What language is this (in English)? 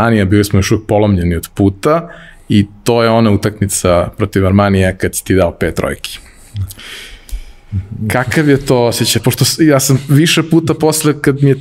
Serbian